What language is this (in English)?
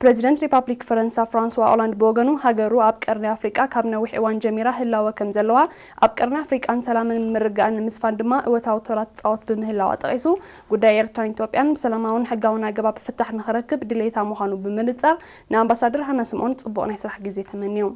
Tigrinya